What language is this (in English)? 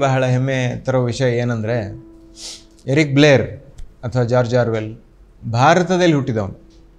Kannada